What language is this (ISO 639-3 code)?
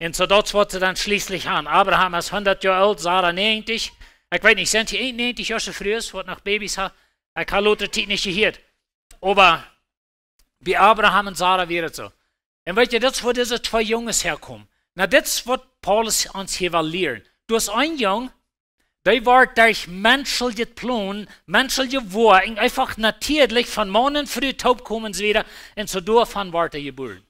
pdt